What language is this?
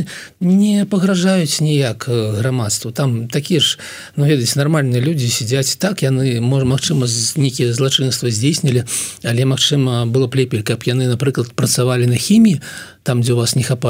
Belarusian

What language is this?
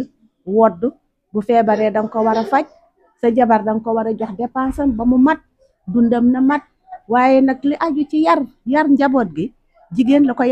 Wolof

